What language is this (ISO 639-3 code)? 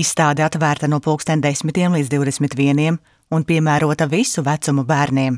lav